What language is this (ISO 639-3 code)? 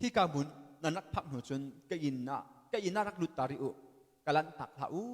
cnh